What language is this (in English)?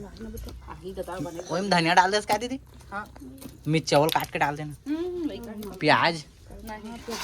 Chhattisgarhi